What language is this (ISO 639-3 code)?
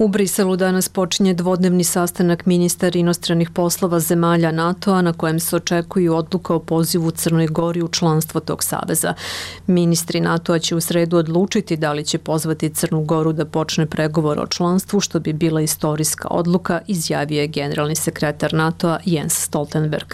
srp